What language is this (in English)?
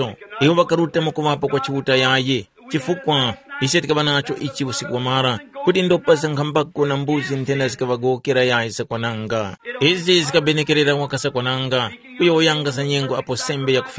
Tumbuka